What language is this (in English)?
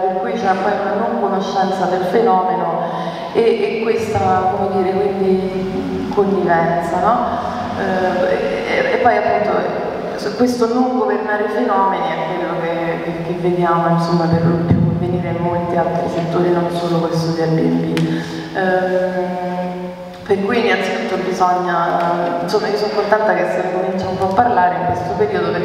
Italian